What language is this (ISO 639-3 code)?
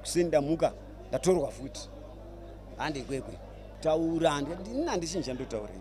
sna